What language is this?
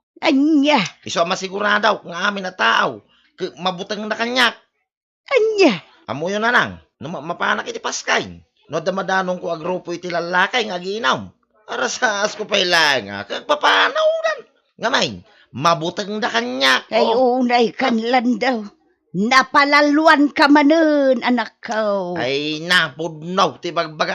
Iloko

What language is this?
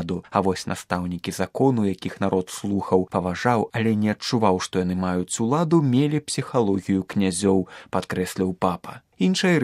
Belarusian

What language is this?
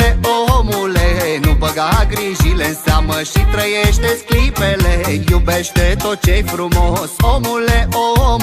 Romanian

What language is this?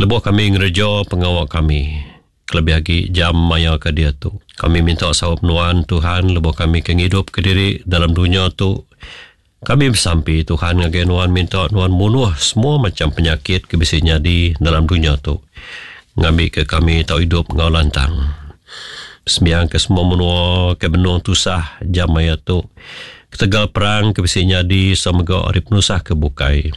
Iban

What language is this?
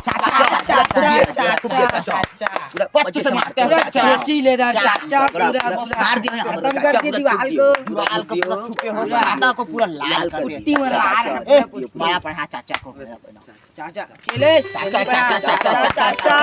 Chhattisgarhi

